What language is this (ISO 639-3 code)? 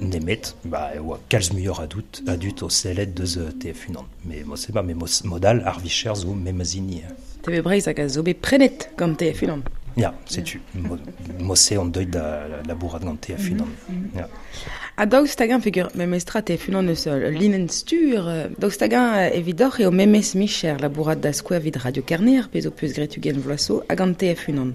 bre